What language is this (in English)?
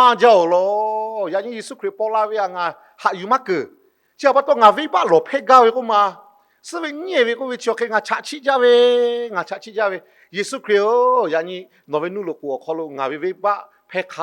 Lahu